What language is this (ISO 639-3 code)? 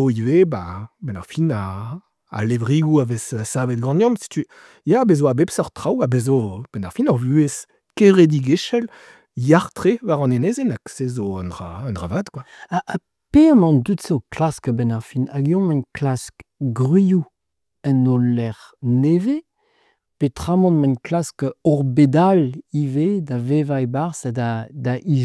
bre